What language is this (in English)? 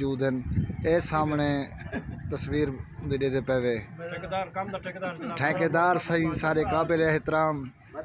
Saraiki